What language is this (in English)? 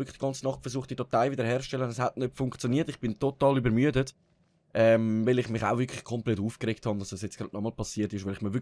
Swiss German